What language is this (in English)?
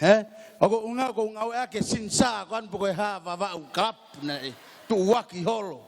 Tongan